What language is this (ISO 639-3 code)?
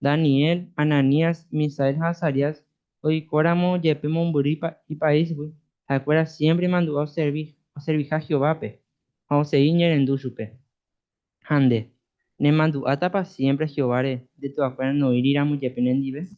grn